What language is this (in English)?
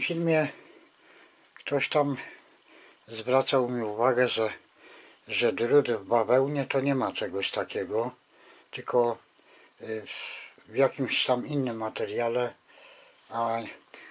Polish